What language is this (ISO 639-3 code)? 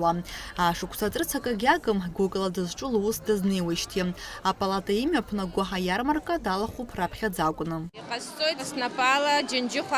abk